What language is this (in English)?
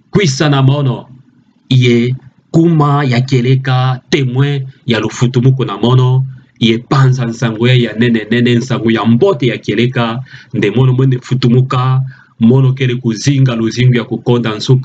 Kituba (Democratic Republic of Congo)